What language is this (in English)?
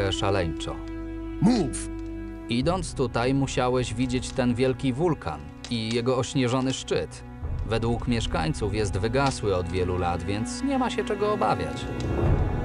Polish